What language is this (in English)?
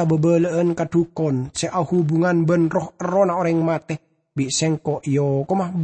Madurese